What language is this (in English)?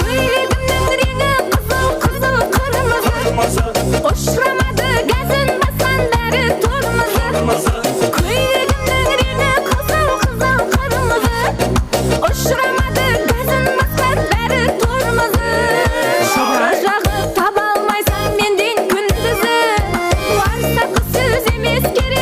Kara-Kalpak